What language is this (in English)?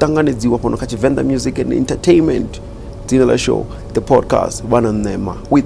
Venda